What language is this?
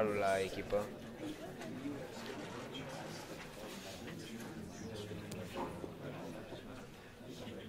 Romanian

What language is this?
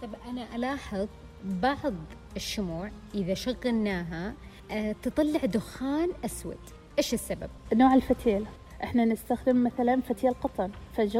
Najdi Arabic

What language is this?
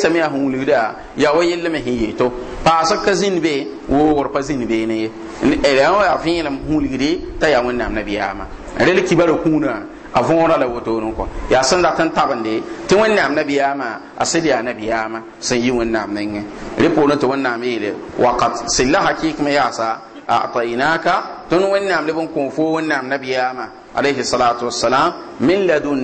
Mossi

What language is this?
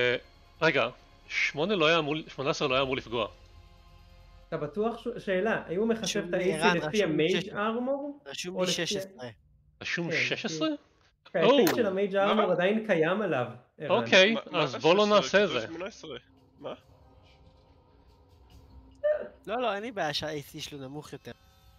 Hebrew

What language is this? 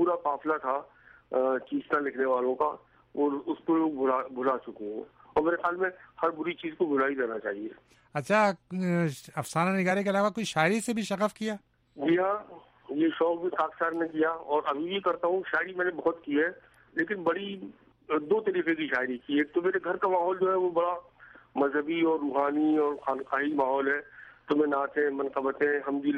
Urdu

